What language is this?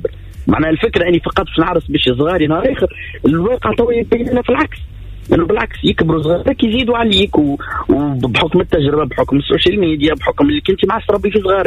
Tunisian Arabic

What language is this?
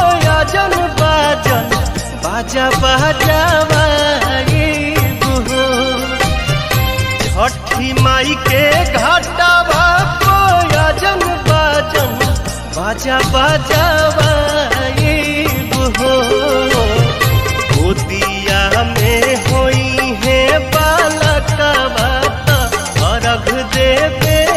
Bhojpuri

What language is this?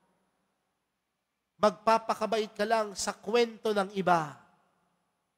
Filipino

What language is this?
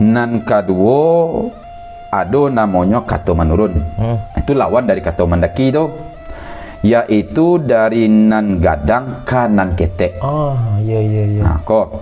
Minangkabau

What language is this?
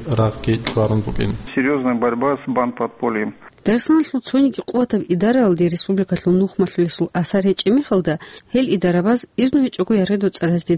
Avaric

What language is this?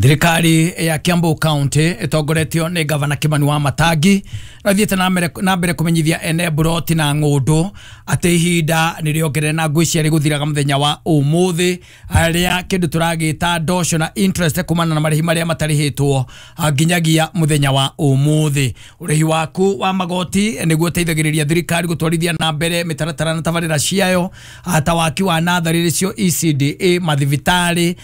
Kikuyu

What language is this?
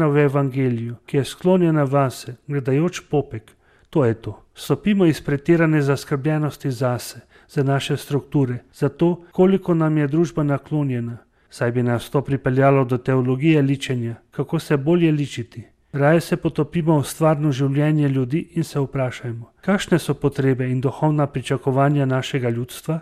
Slovenian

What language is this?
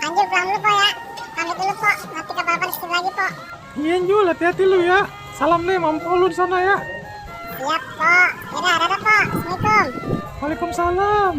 Betawi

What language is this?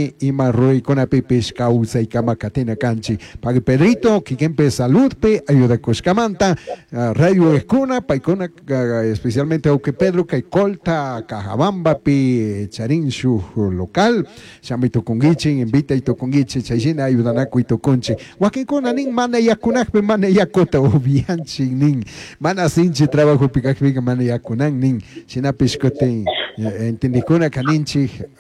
Chimborazo Highland Quichua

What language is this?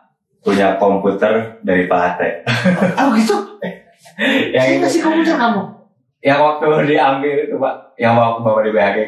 Indonesian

